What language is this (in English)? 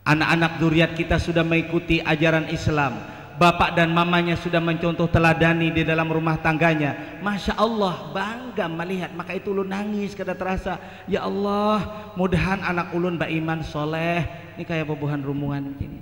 Banjar